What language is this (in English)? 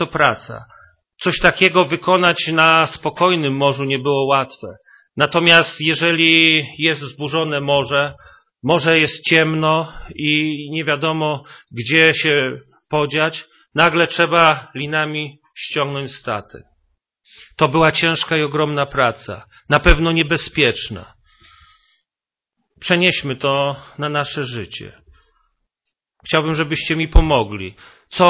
Polish